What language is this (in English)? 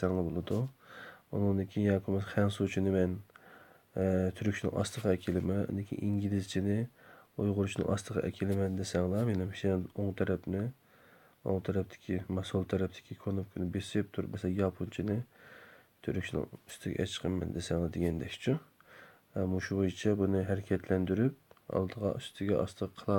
Uyghur